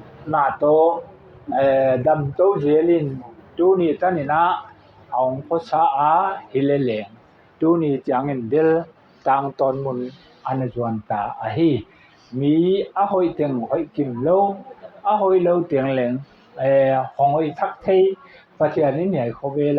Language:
Paite Chin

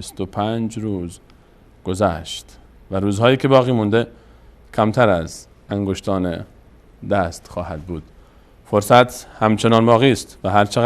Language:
Persian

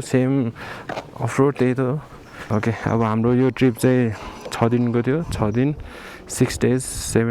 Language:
Nepali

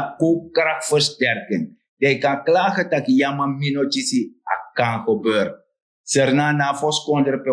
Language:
Sranan Tongo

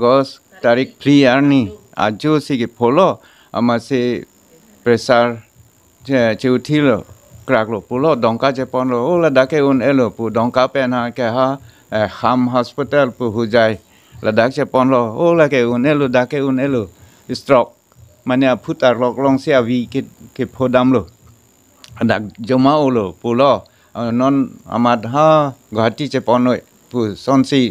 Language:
Karbi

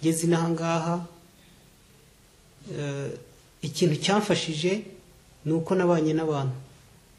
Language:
Kinyarwanda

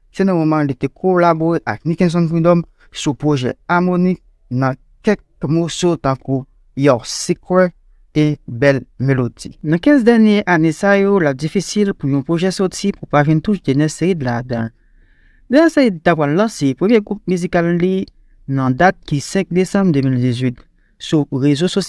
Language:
Haitian Creole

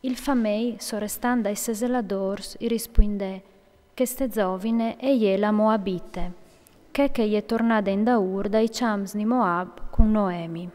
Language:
Friulian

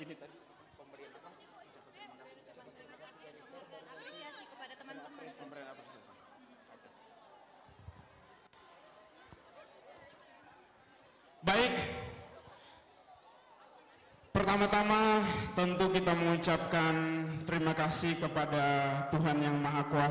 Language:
Indonesian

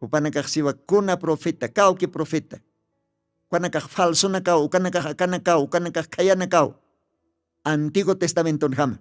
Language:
Aymara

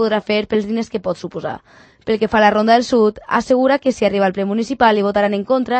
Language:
Catalan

